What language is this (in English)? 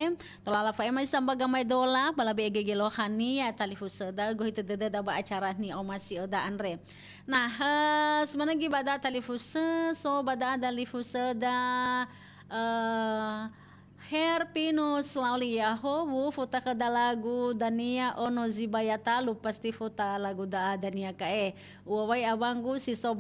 Nias